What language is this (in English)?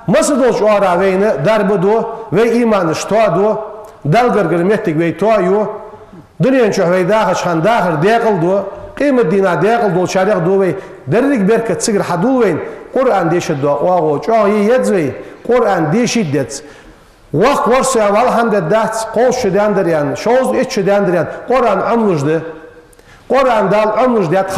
Ingush